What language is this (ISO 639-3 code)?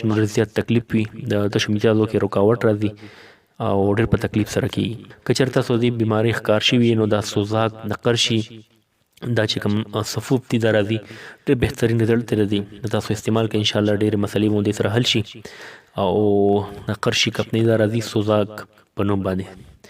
pus